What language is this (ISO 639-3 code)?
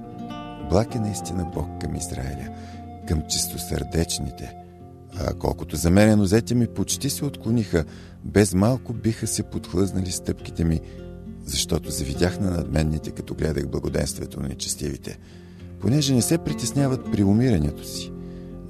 bul